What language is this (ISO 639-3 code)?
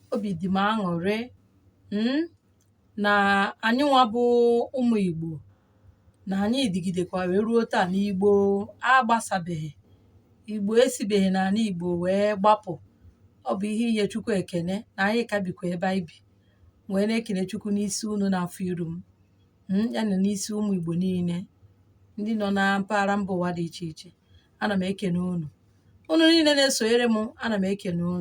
ibo